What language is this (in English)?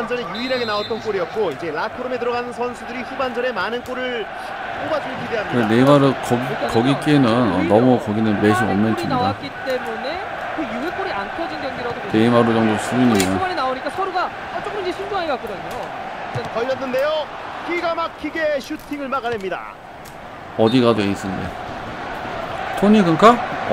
Korean